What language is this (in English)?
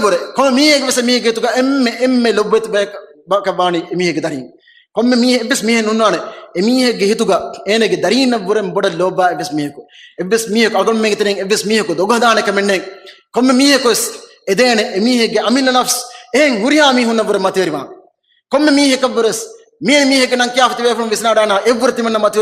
Divehi